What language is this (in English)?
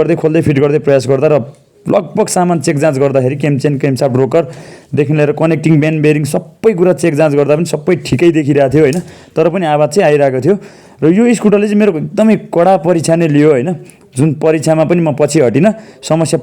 Nepali